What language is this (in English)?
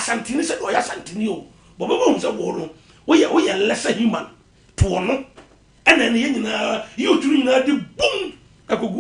Akan